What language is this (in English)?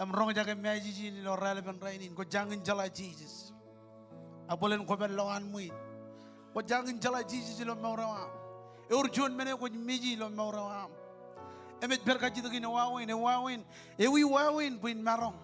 Marshallese